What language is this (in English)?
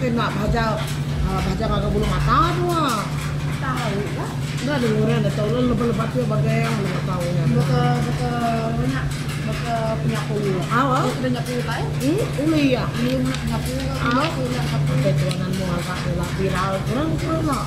Iban